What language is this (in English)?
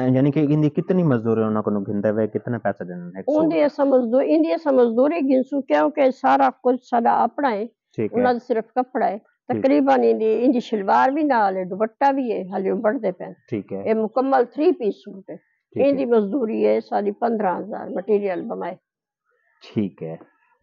Saraiki